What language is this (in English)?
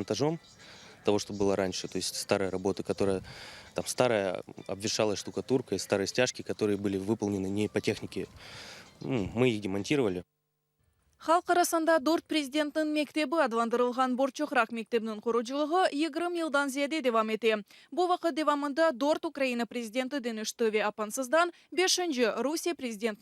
Crimean Tatar